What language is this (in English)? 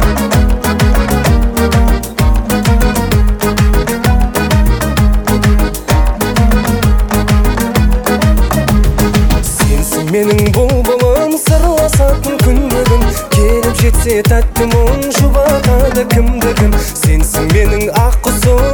Kazakh